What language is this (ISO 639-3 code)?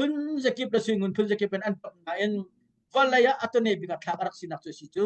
cnh